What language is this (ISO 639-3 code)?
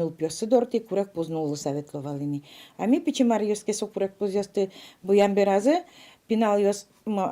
udm